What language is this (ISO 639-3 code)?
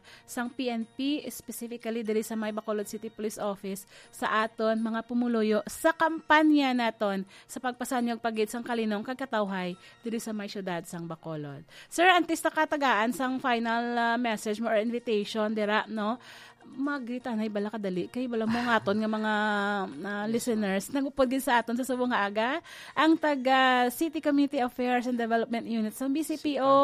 hil